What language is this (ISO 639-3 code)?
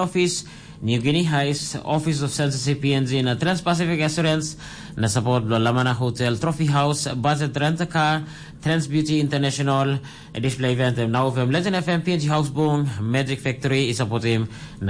tpi